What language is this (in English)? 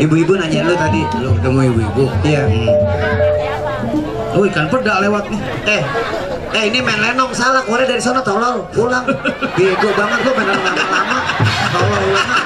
Betawi